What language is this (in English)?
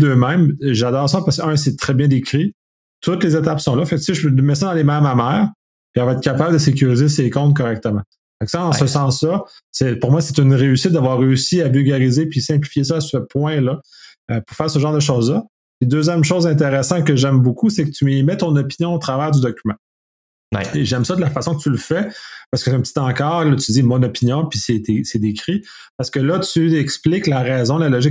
French